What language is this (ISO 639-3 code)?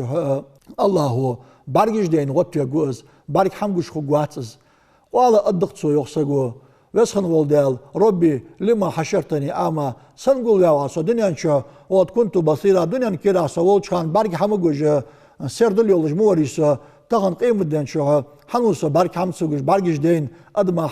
inh